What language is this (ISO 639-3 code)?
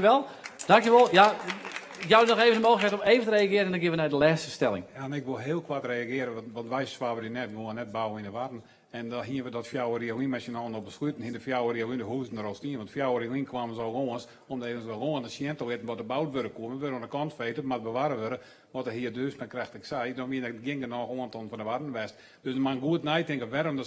fry